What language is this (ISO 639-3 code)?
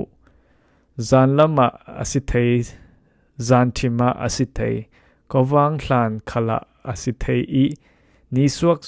cfm